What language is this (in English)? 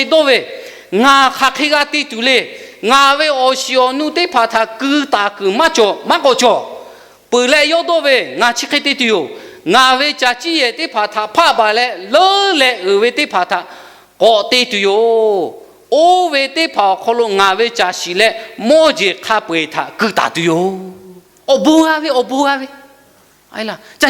Lahu